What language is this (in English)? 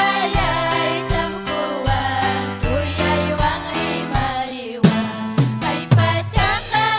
Ayacucho Quechua